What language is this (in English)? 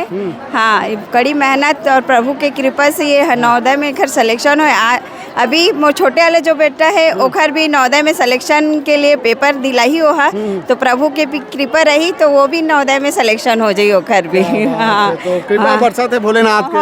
Chhattisgarhi